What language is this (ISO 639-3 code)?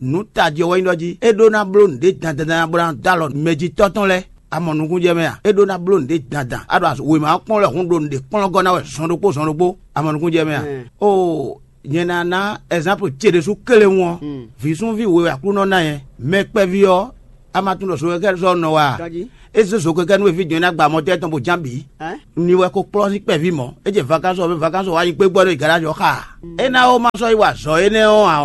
fon